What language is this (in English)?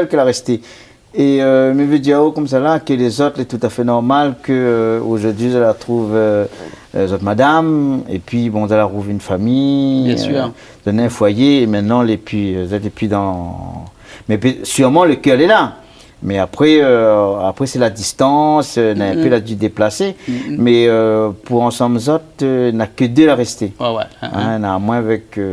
Réunion Creole French